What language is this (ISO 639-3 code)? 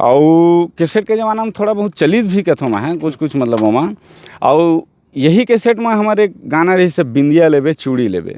hne